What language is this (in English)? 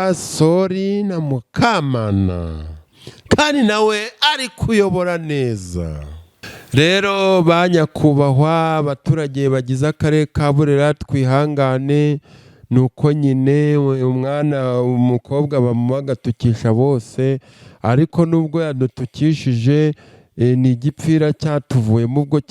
Kinyarwanda